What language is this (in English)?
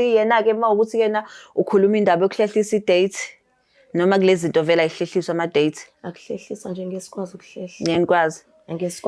Zulu